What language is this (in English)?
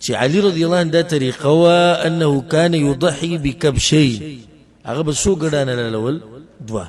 Pashto